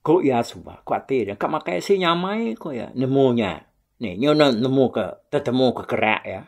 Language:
Iban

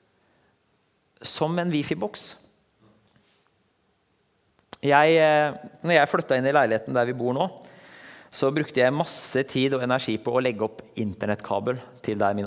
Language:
Norwegian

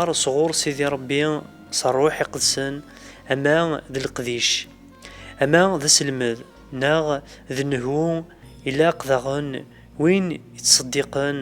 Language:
Kabyle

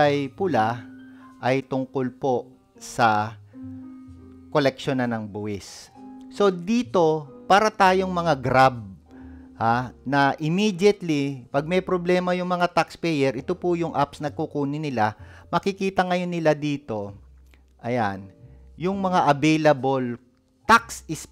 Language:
Filipino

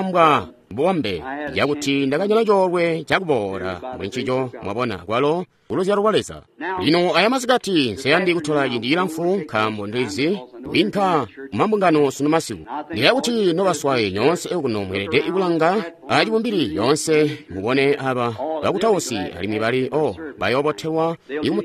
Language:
Tonga (Zambia)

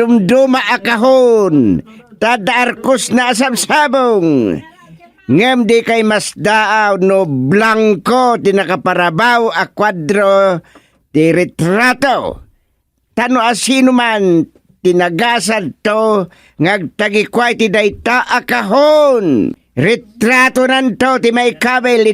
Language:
Iloko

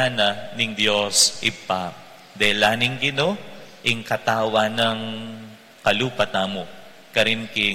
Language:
Pampanga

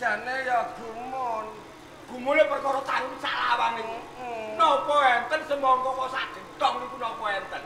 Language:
Javanese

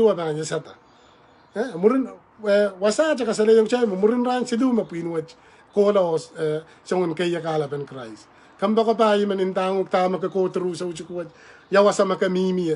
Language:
Pohnpeian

